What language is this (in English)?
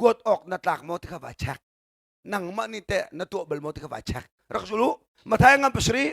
Hakha Chin